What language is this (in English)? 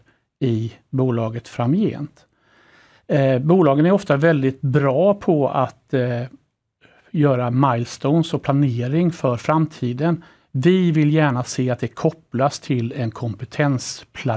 Swedish